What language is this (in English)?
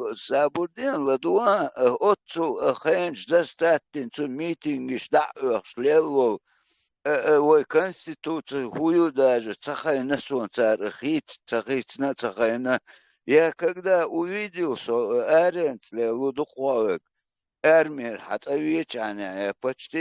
Chechen